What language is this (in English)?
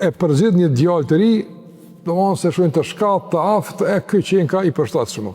Albanian